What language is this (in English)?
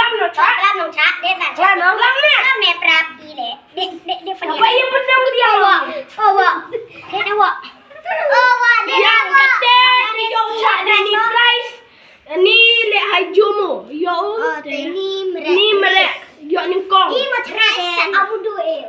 Khasi